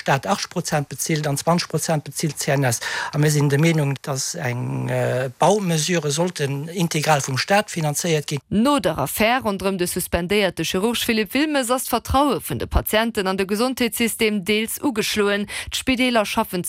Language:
Luxembourgish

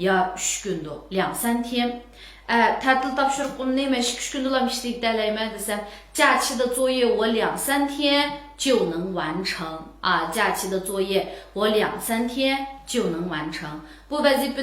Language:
Uyghur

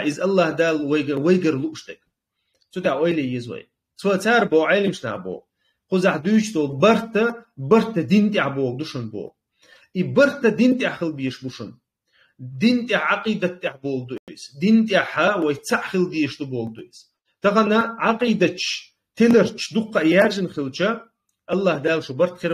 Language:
Chechen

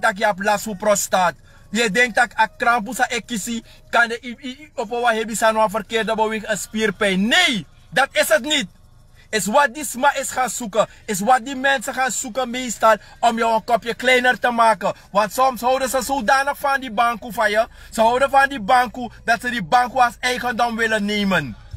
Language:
Sranan Tongo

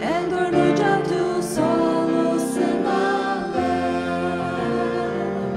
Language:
Faroese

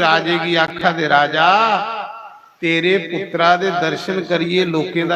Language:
Dogri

